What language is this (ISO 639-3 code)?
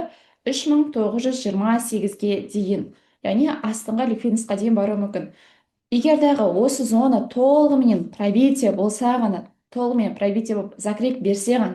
kaz